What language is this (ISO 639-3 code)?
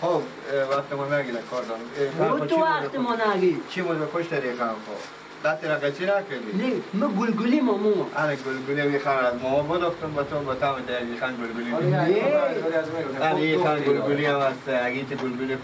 fas